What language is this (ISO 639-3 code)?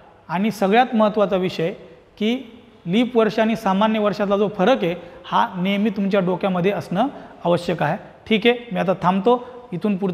mar